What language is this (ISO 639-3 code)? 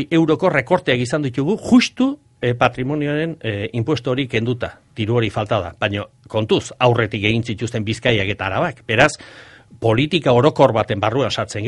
eus